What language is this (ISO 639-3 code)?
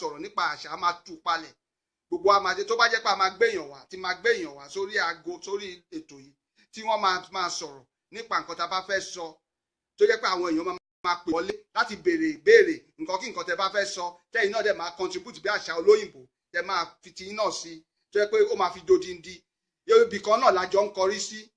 yor